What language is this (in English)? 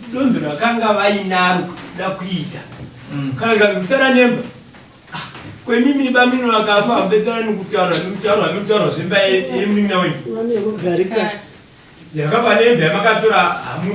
Shona